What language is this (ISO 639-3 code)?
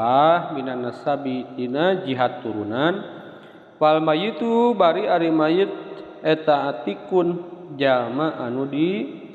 sun